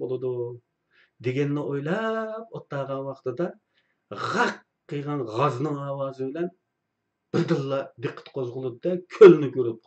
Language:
Uyghur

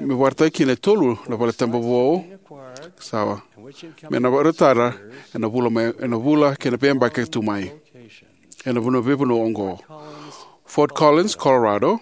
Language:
Fijian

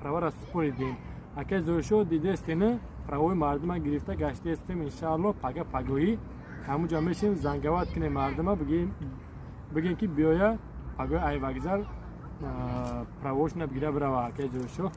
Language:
Tajik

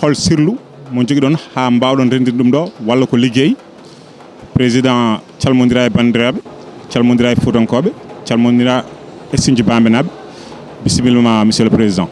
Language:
Fula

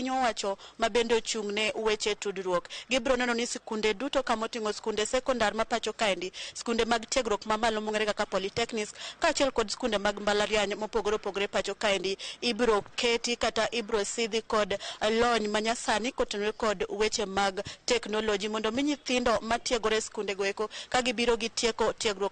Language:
Luo (Kenya and Tanzania)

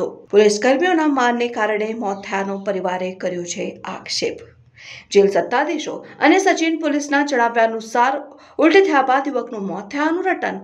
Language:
Gujarati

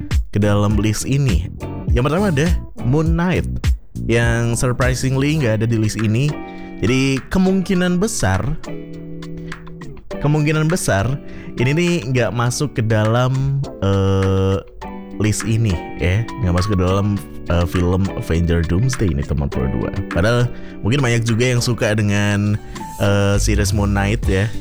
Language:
Indonesian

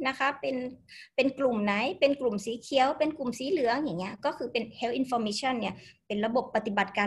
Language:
Thai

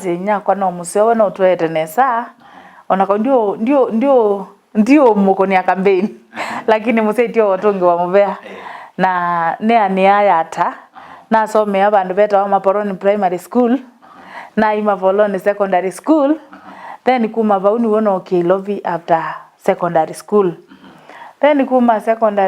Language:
Kamba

